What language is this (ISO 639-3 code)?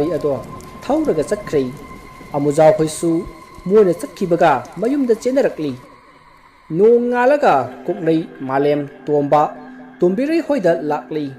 mni